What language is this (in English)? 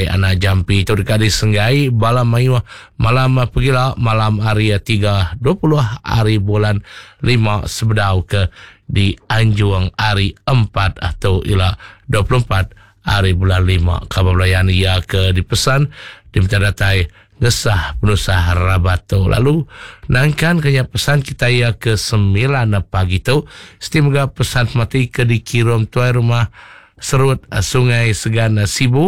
Iban